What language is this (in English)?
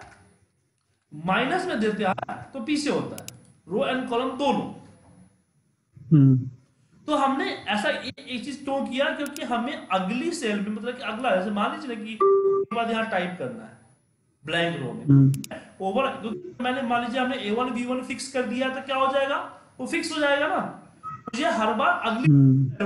Hindi